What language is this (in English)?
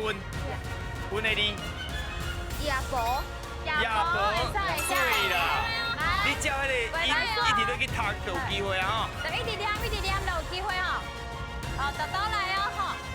Min Nan Chinese